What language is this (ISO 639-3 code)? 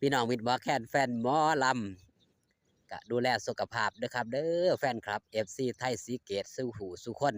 tts